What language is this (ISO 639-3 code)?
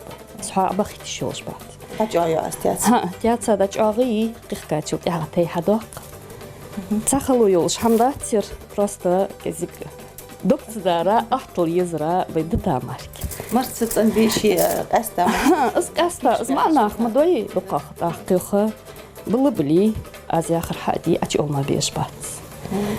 inh